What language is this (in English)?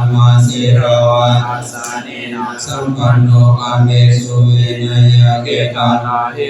Pali